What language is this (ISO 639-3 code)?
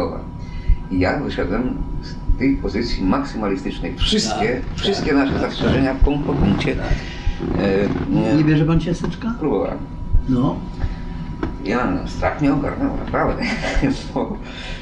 pol